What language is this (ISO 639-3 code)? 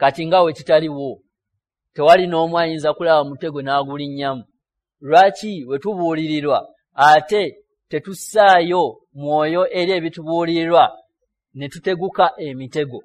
lug